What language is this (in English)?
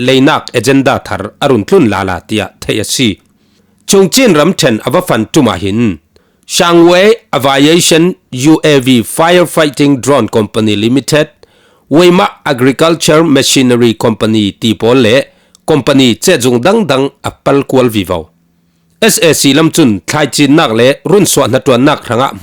Falam Chin